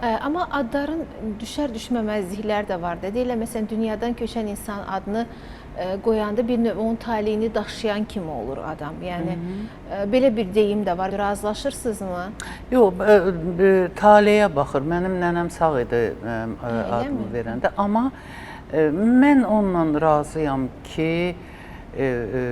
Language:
Azerbaijani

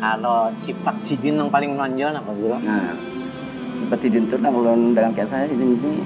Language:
Banjar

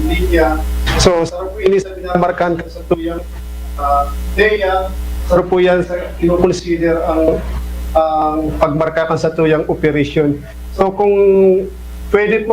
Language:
Bikol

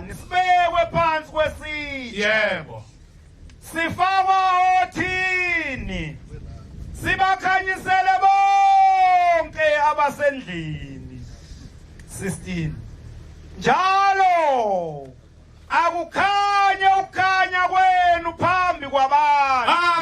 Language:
Zulu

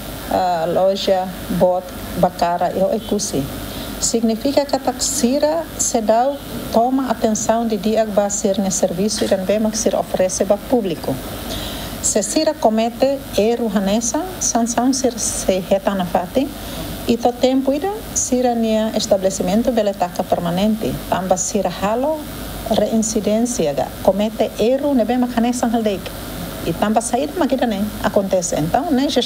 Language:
Tetum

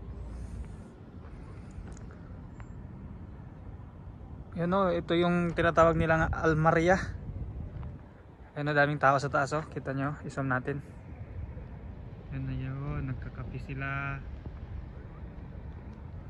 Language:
Filipino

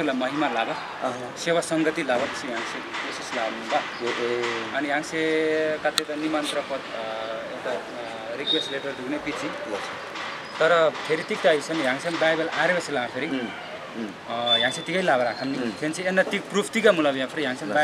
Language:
Eastern Tamang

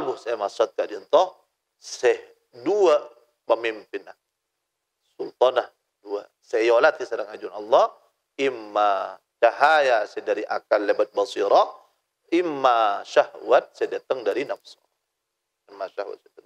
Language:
Madurese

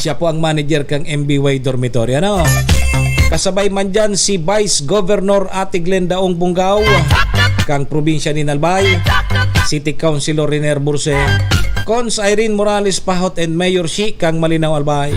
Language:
Bikol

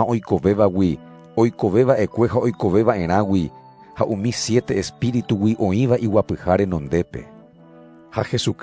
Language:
Guarani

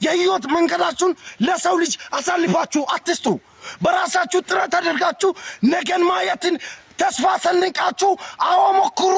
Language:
Amharic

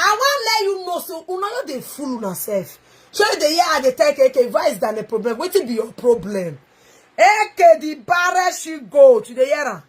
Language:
Nigerian Pidgin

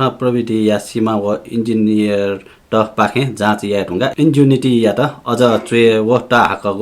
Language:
Newari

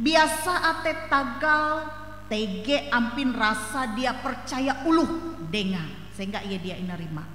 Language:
Ngaju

